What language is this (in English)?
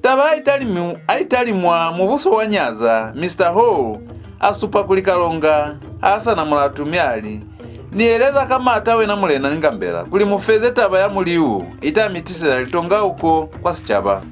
Lozi